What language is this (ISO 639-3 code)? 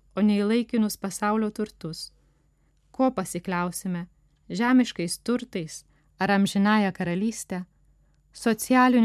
lit